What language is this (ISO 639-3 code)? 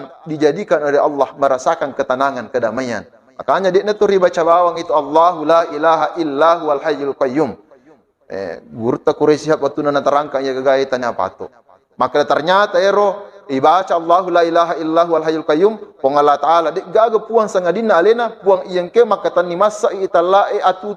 bug